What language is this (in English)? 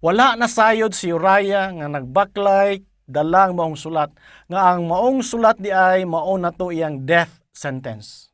Cebuano